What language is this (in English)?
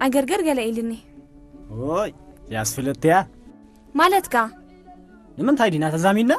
Tigrinya